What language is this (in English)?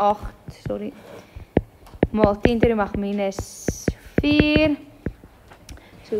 Afrikaans